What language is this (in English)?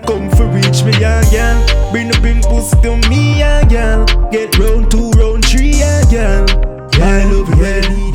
Jamaican Creole English